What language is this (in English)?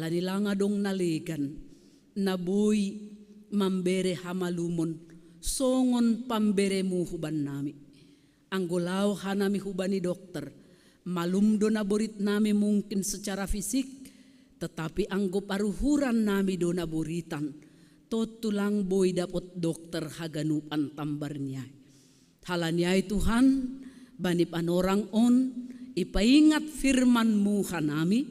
Batak Simalungun